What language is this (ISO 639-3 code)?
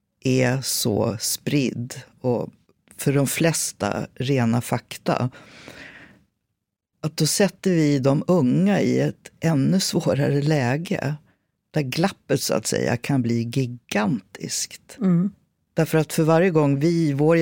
swe